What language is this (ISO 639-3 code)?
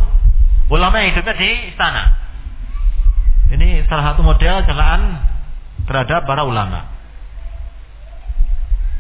ind